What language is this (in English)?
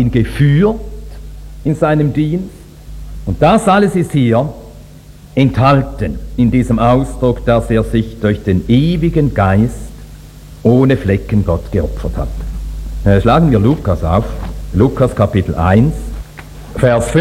German